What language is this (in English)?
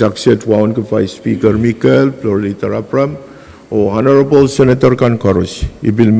Pohnpeian